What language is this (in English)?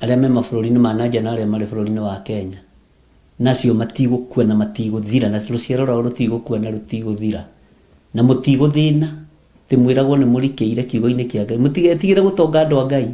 Kikuyu